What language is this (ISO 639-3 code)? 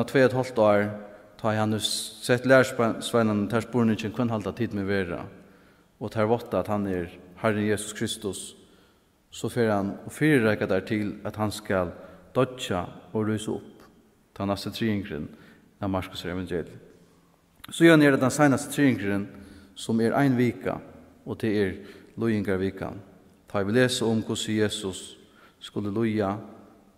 fao